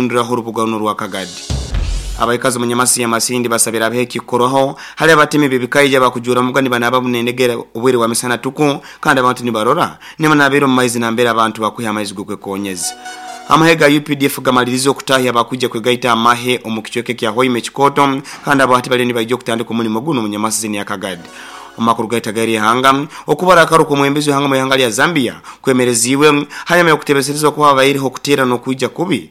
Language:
Nyoro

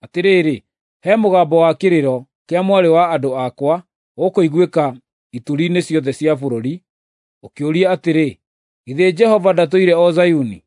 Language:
Kikuyu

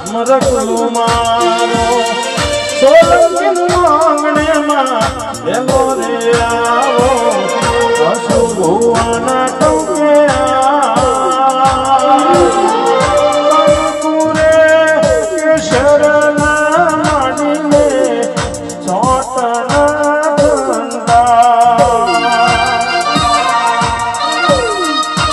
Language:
Gujarati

